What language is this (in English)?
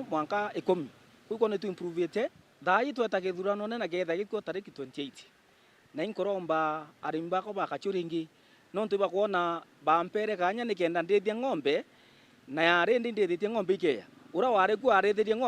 Meru